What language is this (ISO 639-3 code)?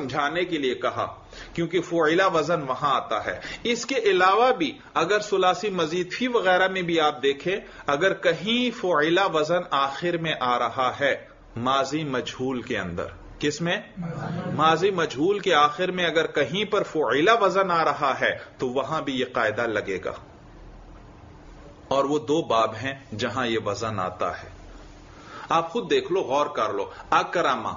urd